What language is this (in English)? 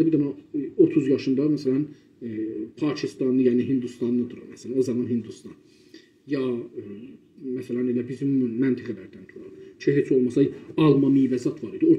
South Azerbaijani